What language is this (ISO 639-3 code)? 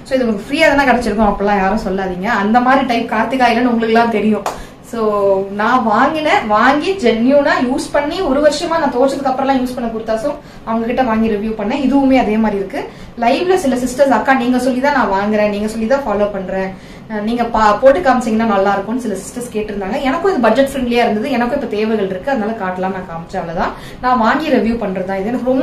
tam